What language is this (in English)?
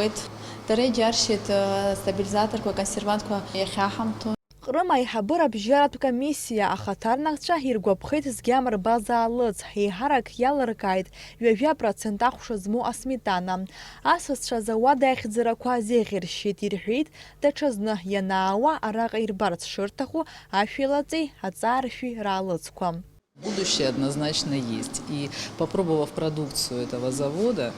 Abkhazian